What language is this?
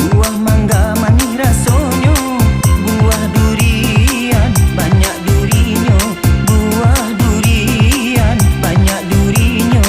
Minangkabau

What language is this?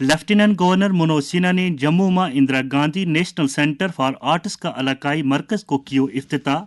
Gujari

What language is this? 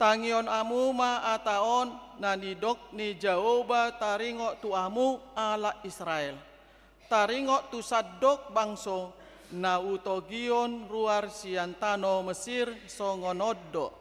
Batak Toba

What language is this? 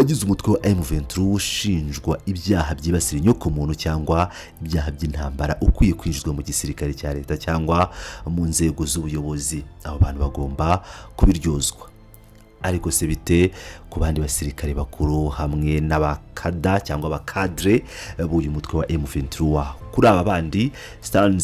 Kinyarwanda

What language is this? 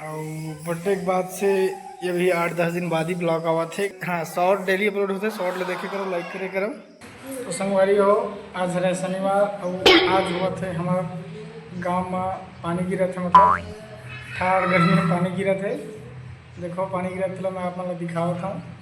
Chhattisgarhi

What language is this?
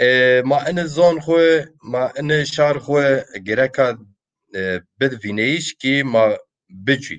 Zaza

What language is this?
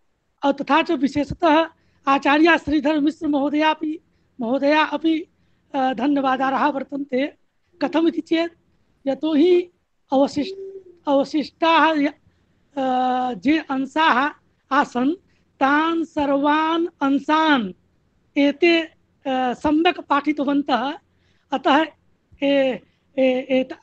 Sanskrit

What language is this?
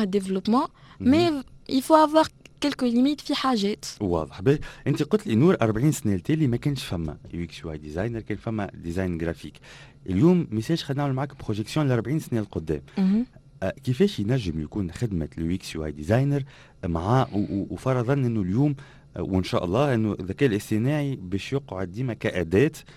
Tunisian Arabic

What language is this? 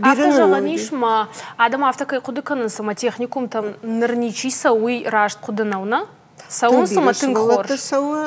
Ossetic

